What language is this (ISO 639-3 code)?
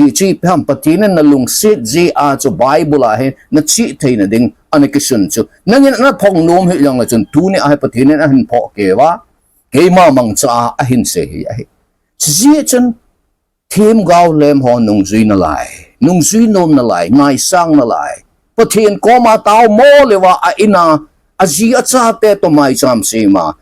tcz